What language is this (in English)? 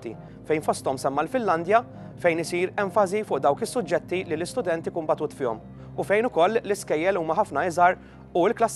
Maltese